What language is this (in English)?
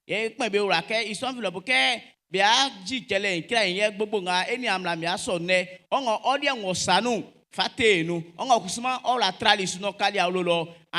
Baoulé